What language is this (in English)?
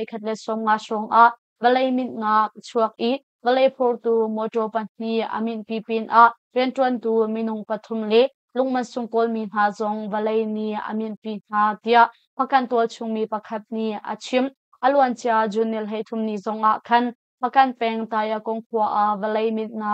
Hakha Chin